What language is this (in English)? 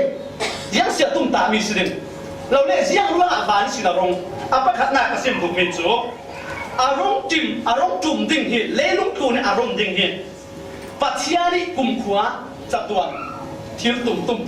Falam Chin